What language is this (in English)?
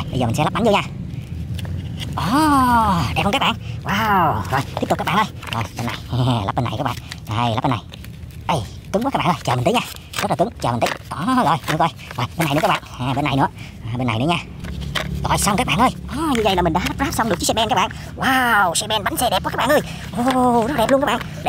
Vietnamese